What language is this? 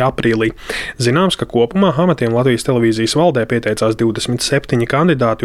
Latvian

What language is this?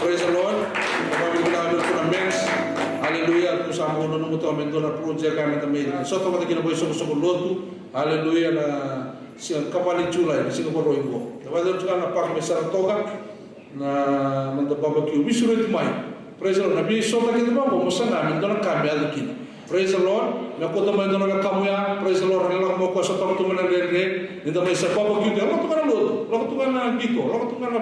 Fijian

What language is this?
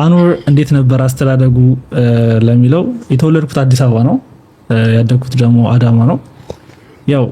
Amharic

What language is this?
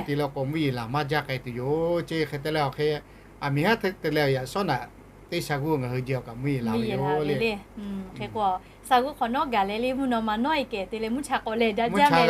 Lahu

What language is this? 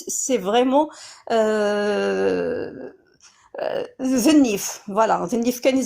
Kabyle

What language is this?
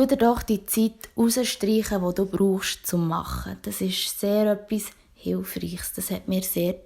Swiss German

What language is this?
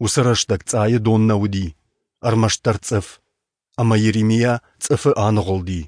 Ossetic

